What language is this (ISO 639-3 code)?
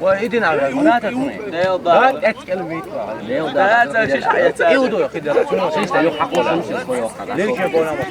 che